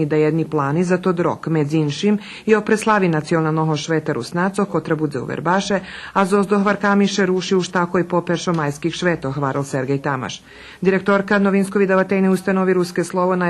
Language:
Rusyn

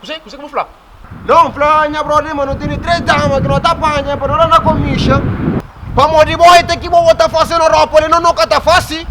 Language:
Kabuverdianu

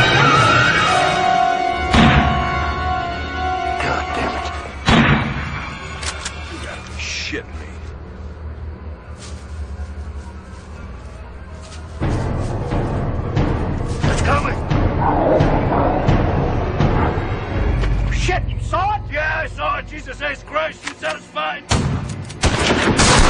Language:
English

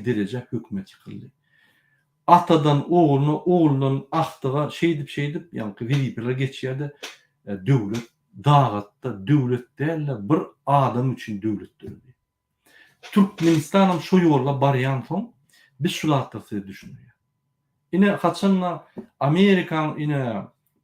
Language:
Turkmen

